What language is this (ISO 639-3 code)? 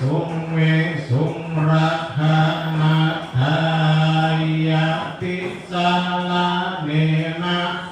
pli